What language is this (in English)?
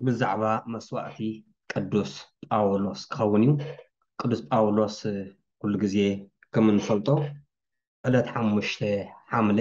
Tigrinya